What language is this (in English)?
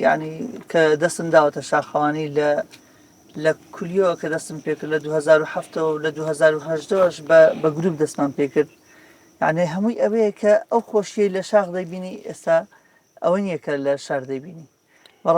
Central Kurdish